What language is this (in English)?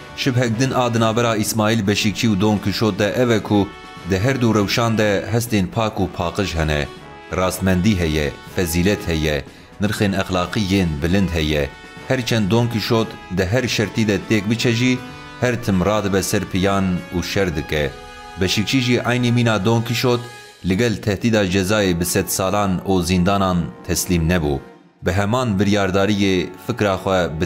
Kurdish